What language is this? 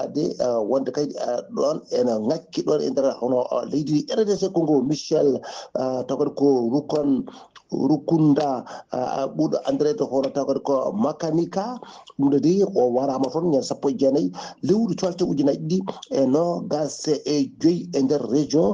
Fula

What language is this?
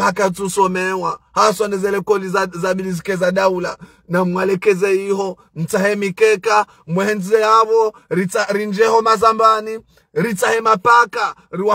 Ngazidja Comorian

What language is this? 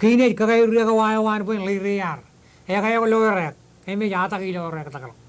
Marshallese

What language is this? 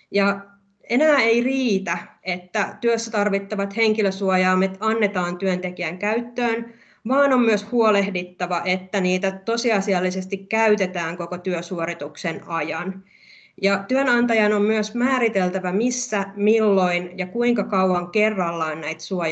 Finnish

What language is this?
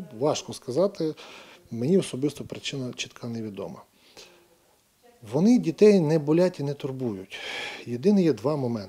Ukrainian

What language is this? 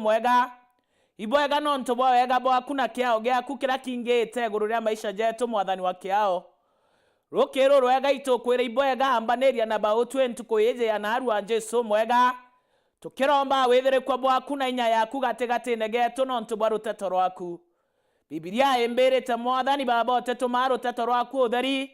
Meru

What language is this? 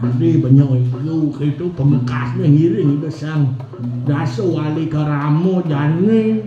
Balinese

